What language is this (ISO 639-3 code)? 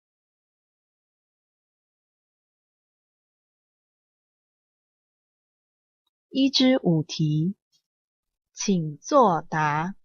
trv